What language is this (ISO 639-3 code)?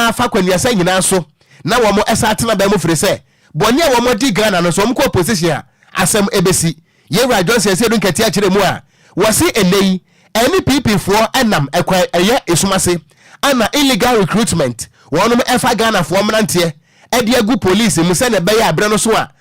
aka